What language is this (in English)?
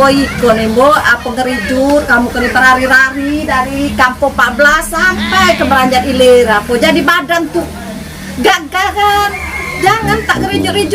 Musi